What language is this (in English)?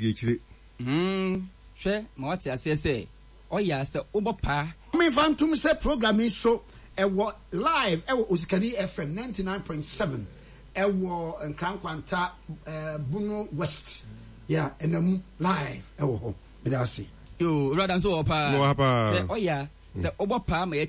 Akan